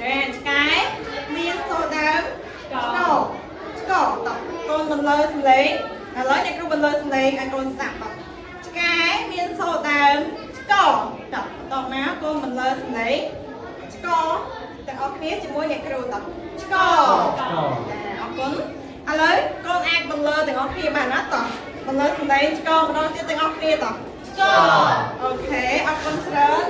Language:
Khmer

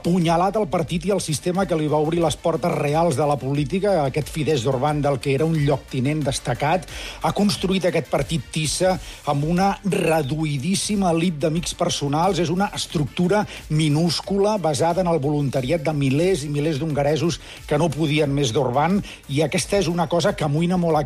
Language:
Catalan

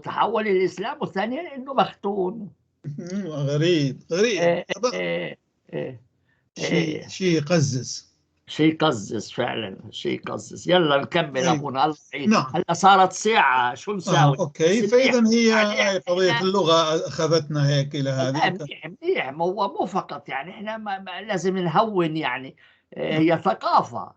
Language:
North Levantine Arabic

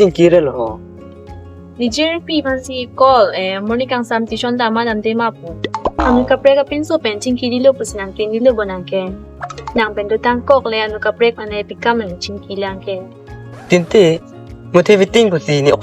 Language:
Karbi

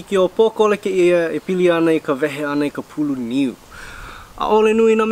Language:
Hawaiian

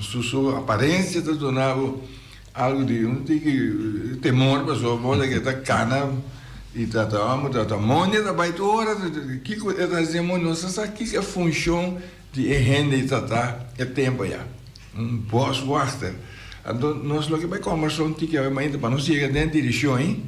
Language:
Papiamento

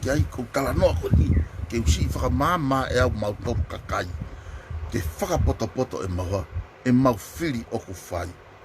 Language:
Tongan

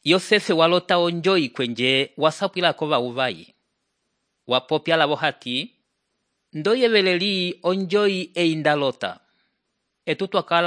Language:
Umbundu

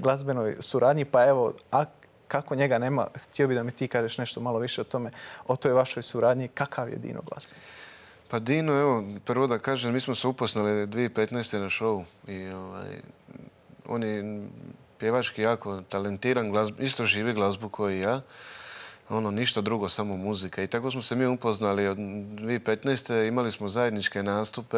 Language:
Croatian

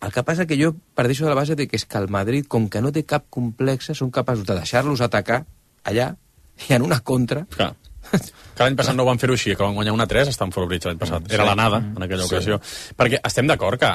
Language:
Catalan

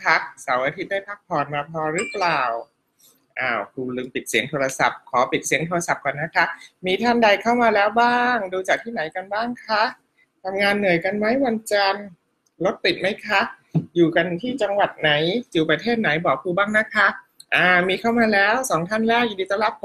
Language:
Thai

